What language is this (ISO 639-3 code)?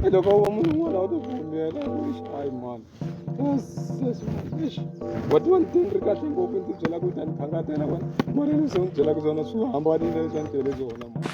tso